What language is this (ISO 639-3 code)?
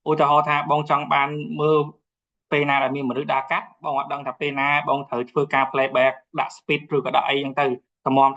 khm